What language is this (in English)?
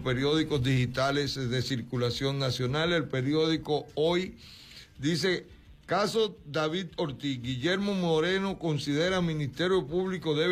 Spanish